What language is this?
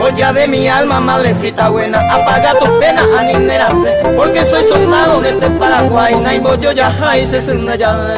Guarani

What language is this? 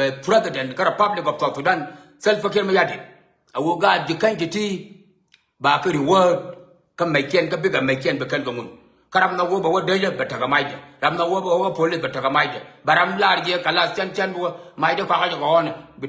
Nuer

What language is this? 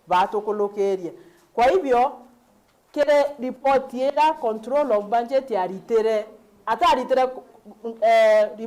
Meru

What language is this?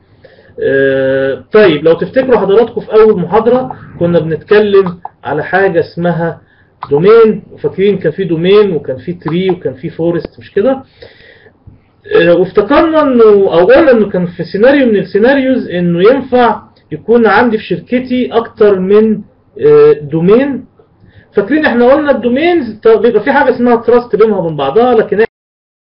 Egyptian Arabic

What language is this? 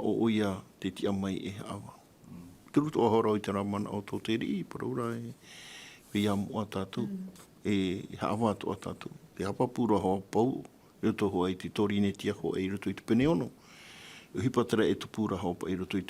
Tahitian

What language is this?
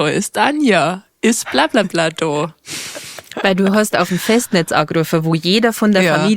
Bavarian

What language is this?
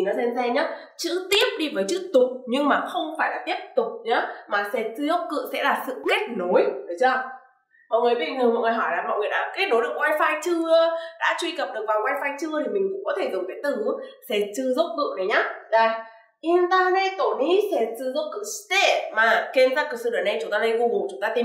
Vietnamese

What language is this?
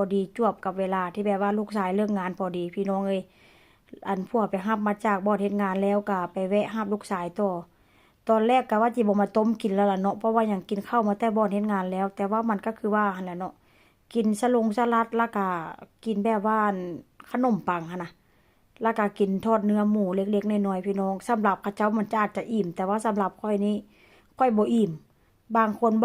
Northeastern Thai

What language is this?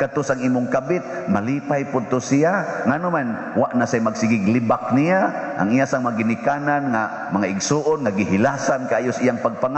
Cebuano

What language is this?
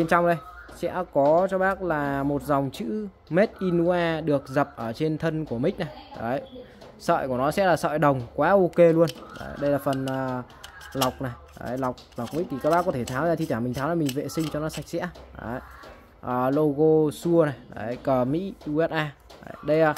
Vietnamese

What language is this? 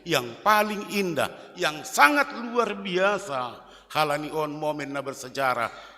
Batak Simalungun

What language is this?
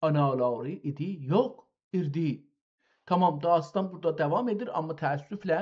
South Azerbaijani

